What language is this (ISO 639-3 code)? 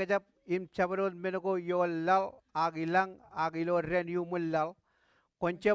mah